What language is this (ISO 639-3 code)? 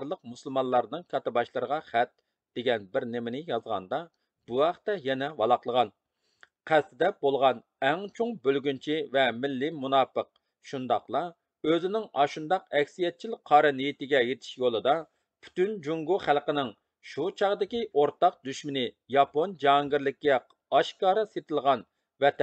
uig